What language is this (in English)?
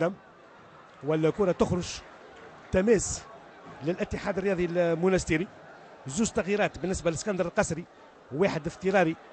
Tunisian Arabic